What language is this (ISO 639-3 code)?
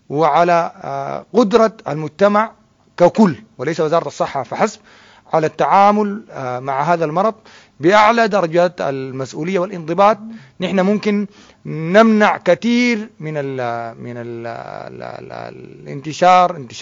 apd